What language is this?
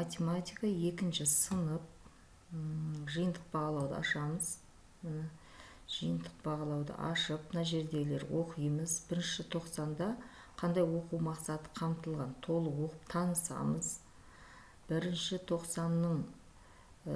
Kazakh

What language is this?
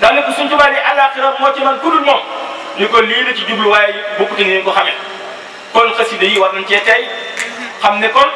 Wolof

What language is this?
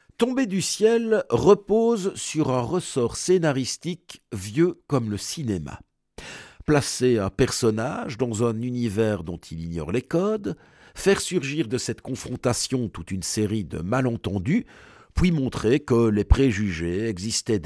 French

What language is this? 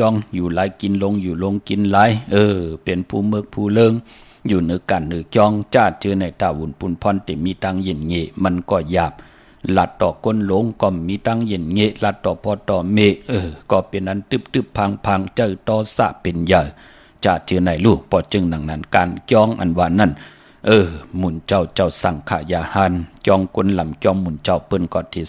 Shan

